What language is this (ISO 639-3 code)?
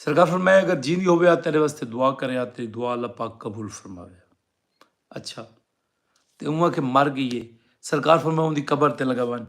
skr